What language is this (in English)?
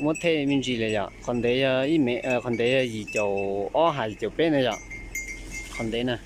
Hmong